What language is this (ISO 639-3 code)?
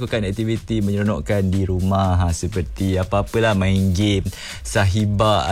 msa